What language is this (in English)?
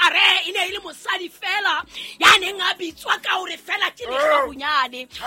Southern Sotho